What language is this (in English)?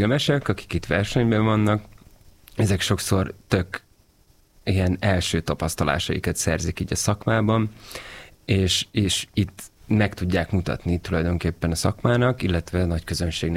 Hungarian